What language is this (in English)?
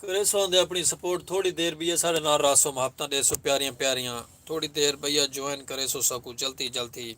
Saraiki